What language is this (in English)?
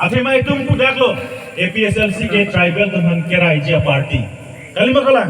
Karbi